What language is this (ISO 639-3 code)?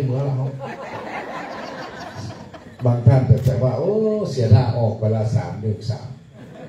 tha